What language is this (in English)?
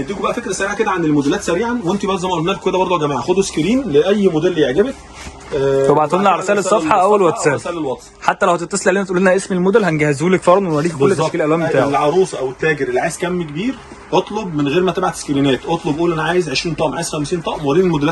Egyptian Arabic